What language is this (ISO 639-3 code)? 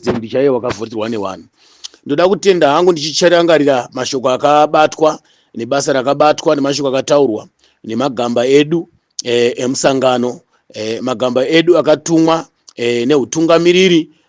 sna